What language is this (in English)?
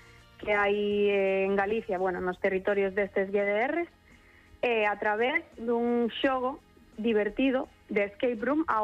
Galician